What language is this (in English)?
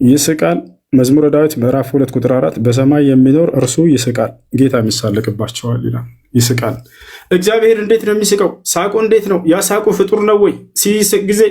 Amharic